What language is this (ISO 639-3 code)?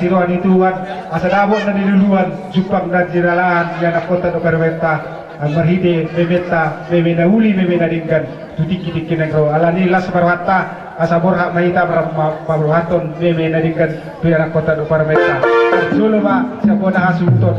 bbc